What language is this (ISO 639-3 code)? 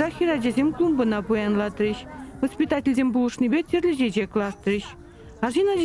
chv